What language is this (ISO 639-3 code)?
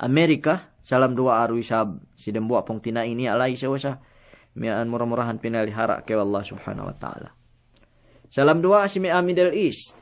yka